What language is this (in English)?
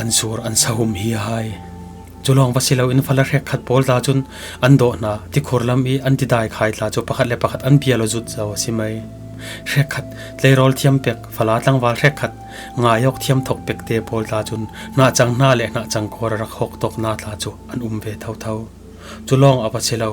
Falam Chin